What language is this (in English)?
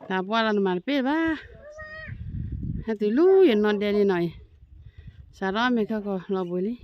S'gaw Karen